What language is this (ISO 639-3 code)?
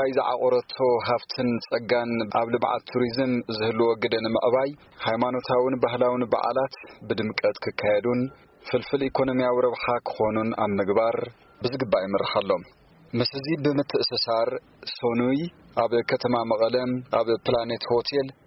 tir